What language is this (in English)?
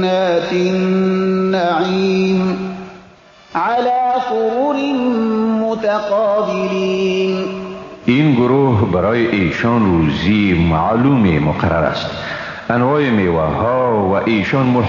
Persian